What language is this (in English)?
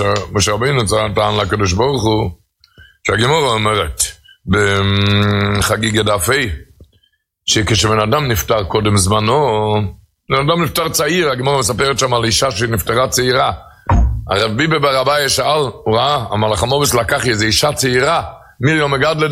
Hebrew